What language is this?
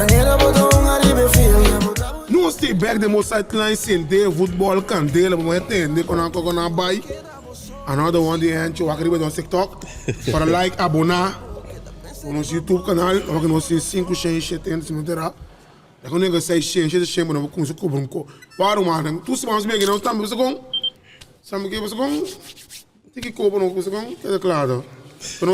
Papiamento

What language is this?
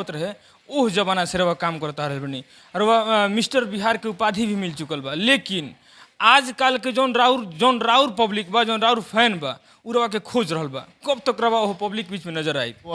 Bhojpuri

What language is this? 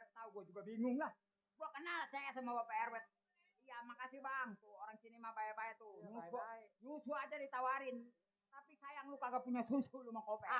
Betawi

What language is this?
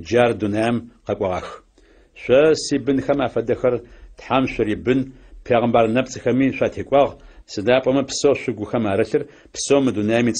Adyghe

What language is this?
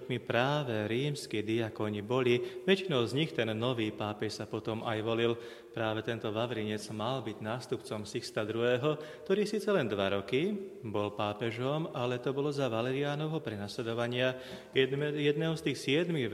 Slovak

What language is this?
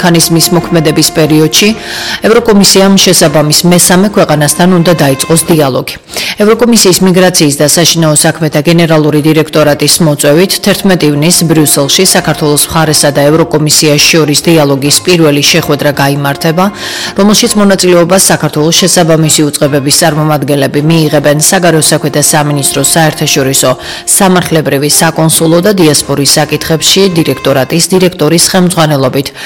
Georgian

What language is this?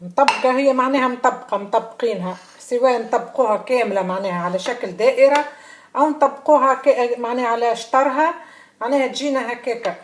Tunisian Arabic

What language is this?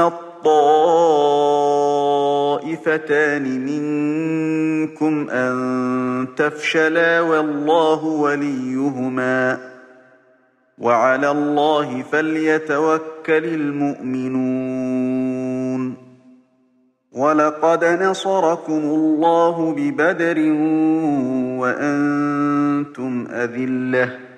Arabic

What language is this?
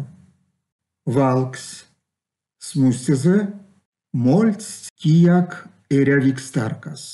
Erzya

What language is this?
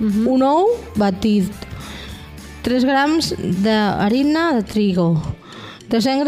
Catalan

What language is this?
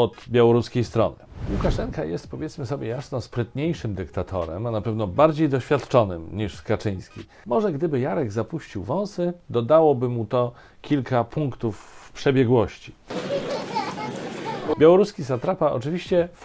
Polish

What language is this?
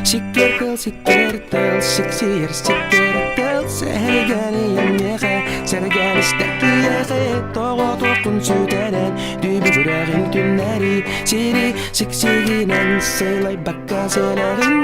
Yakut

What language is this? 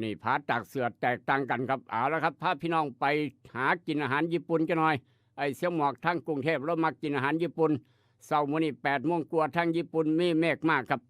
Northeastern Thai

